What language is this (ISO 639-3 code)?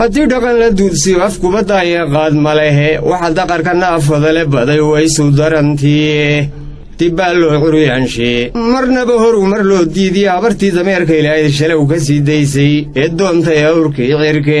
som